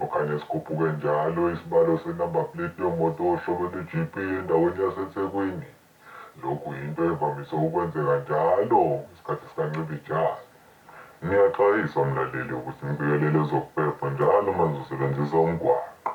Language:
Zulu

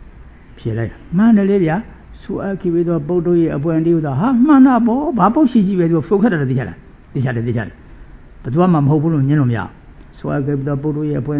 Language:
Burmese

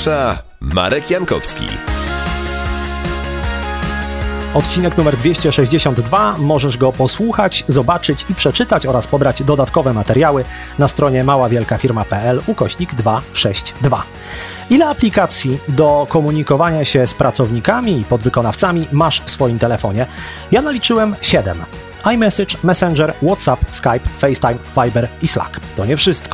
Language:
Polish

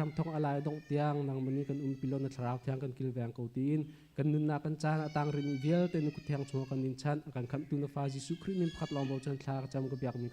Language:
Hakha Chin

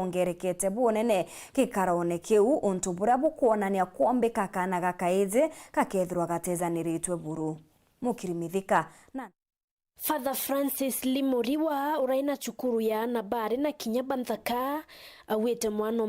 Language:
Meru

